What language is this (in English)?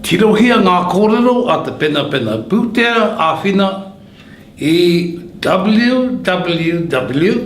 Māori